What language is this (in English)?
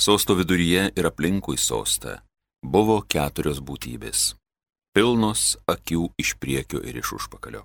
Lithuanian